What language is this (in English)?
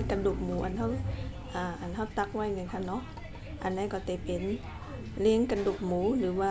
Shan